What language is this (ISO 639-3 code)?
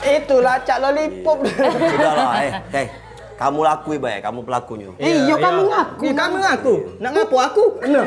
mui